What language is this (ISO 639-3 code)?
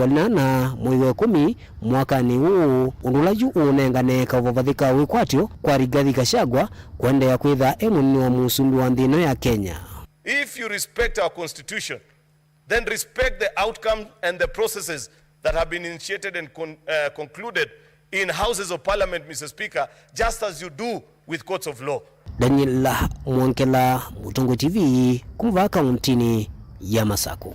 kam